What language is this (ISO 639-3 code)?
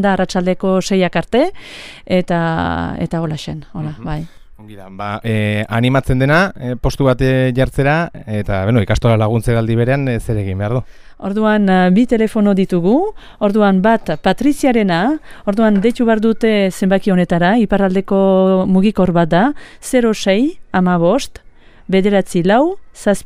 eus